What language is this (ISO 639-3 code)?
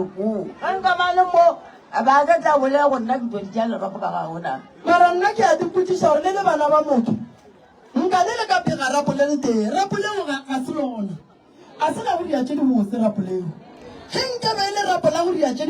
nso